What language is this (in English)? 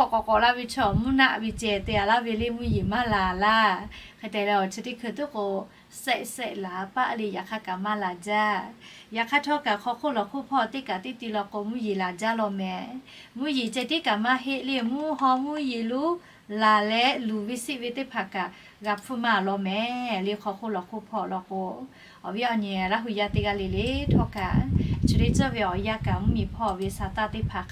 Lahu